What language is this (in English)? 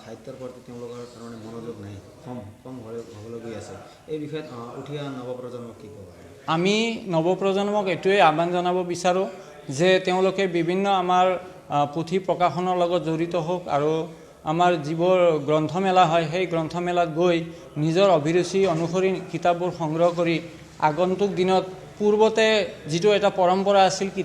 Assamese